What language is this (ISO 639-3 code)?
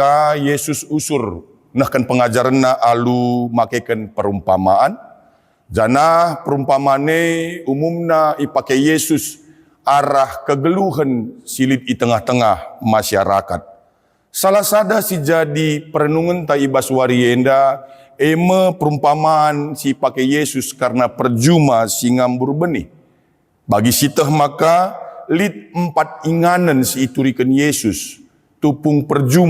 btx